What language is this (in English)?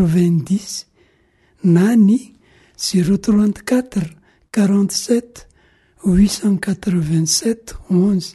Malagasy